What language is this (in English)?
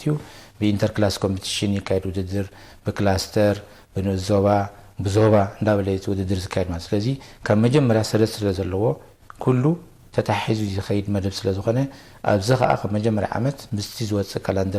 Tigrinya